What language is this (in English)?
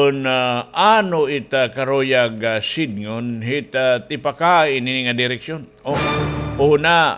Waray